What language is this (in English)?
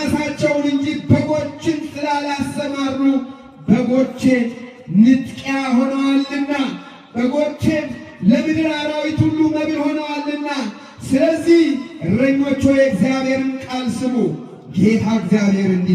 Amharic